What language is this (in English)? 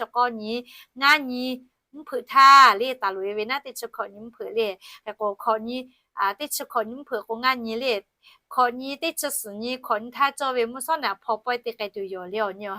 Lahu